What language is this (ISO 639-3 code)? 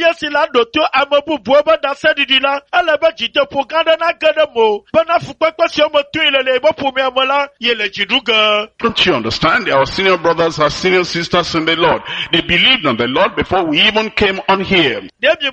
ewe